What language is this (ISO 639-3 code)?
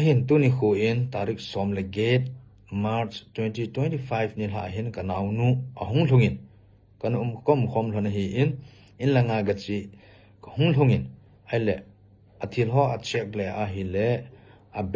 tcz